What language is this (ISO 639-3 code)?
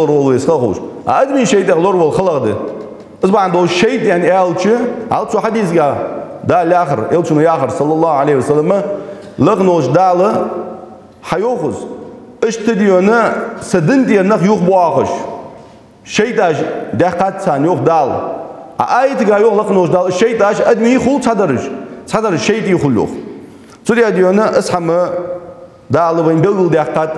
inh